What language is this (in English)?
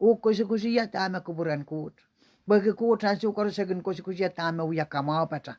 Pohnpeian